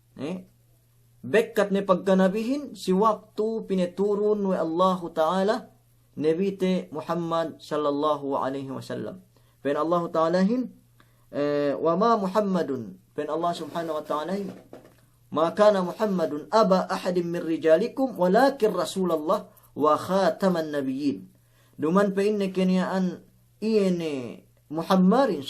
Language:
Yakan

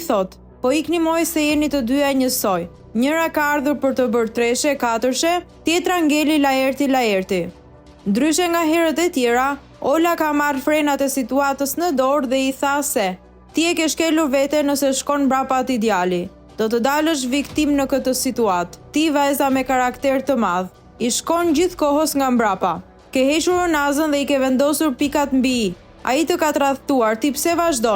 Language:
Albanian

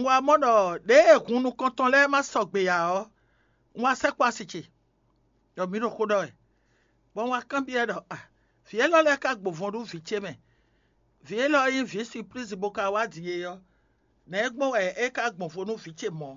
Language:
Fon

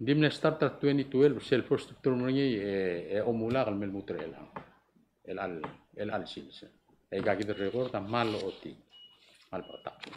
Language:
Palauan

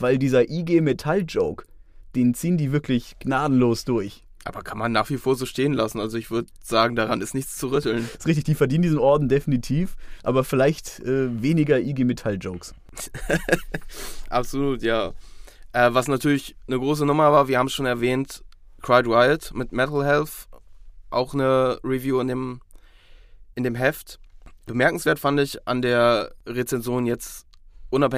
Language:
German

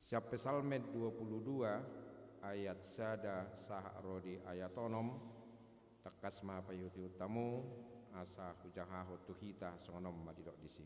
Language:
Batak Toba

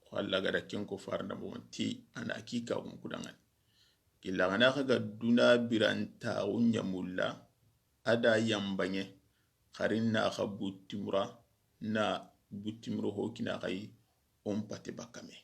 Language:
Soninke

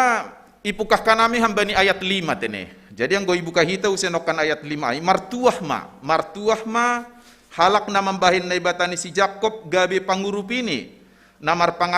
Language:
Batak Simalungun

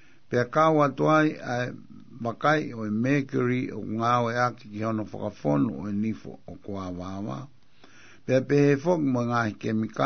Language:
Tongan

